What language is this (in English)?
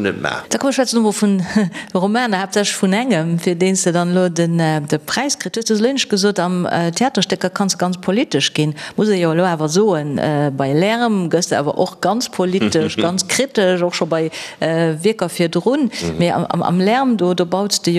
Luxembourgish